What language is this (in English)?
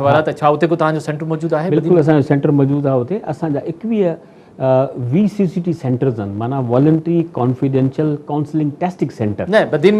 Sindhi